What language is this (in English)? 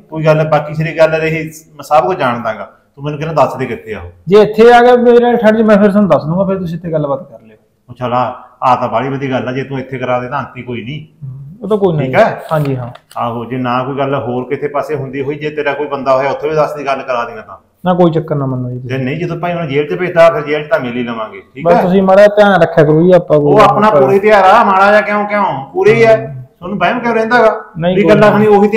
Punjabi